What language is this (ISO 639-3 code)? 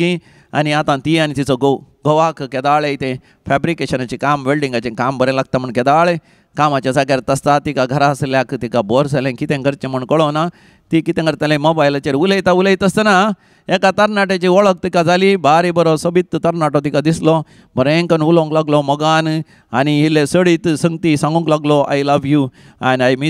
kok